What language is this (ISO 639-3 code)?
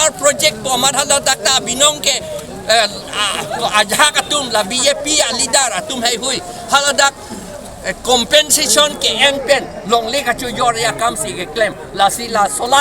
mjw